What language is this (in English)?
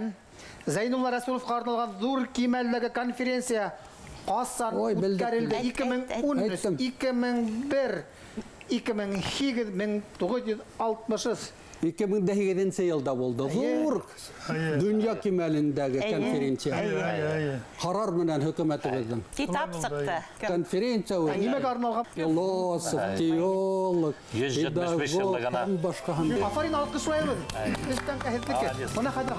Bashkir